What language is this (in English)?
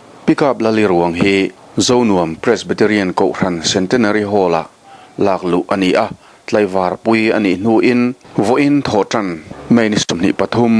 Mizo